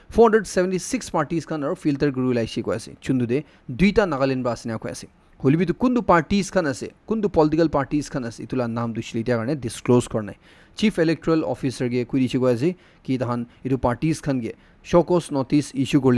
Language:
Naga Pidgin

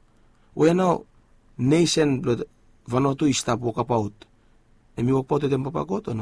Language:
Bislama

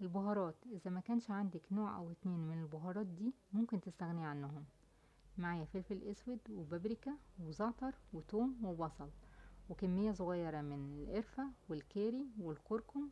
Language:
Egyptian Arabic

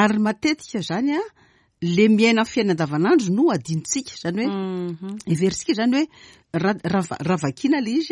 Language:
Malagasy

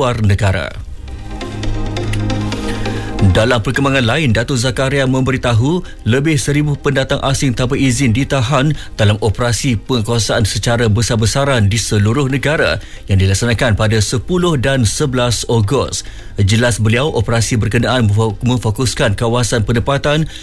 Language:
Malay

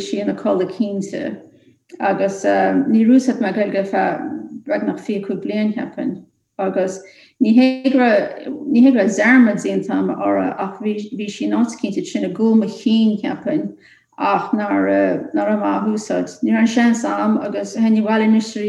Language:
Irish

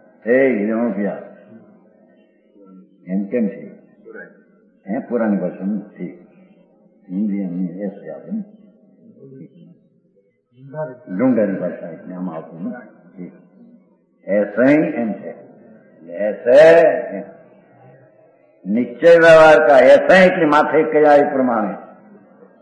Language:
Gujarati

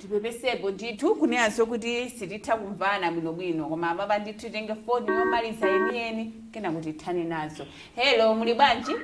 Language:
Nyanja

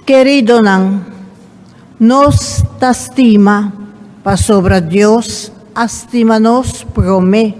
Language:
Papiamento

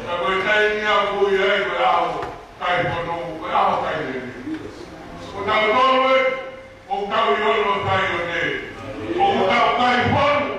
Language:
Tongan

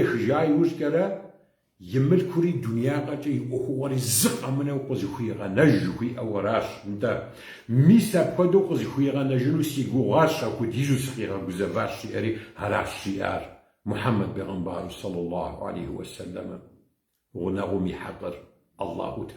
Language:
Kabardian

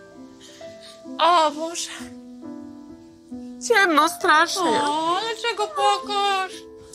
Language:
Polish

